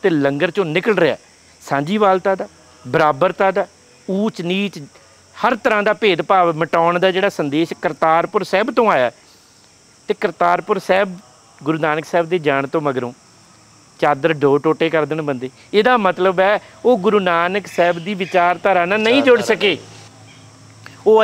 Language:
Punjabi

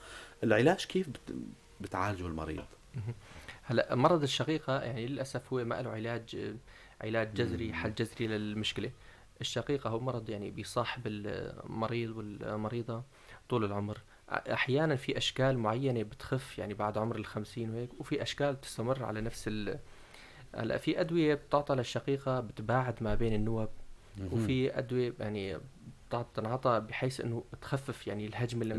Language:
North Levantine Arabic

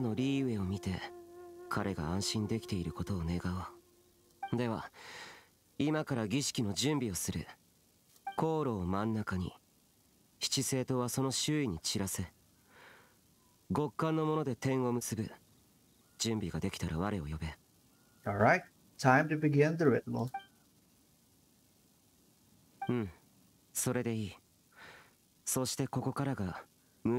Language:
Japanese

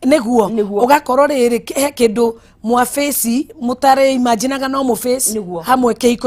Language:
Kikuyu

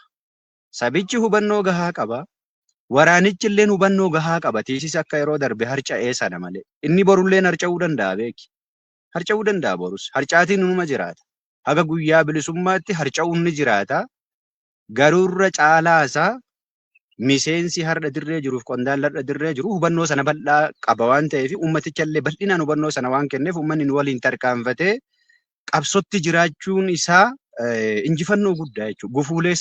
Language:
Oromo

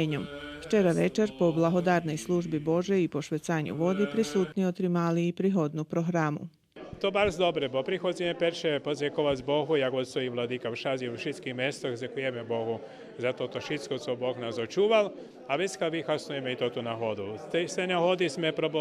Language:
Rusyn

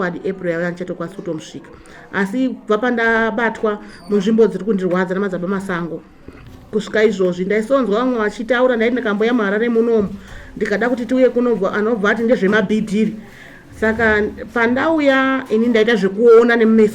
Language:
Shona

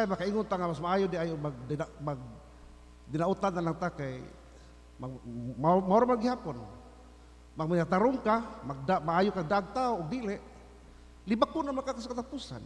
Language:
Cebuano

